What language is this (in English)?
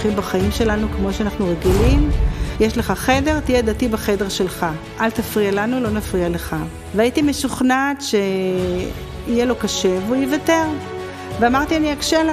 Hebrew